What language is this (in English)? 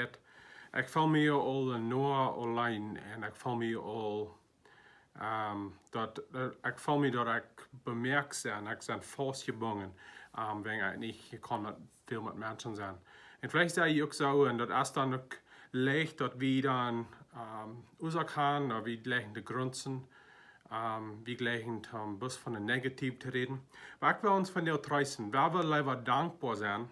Plautdietsch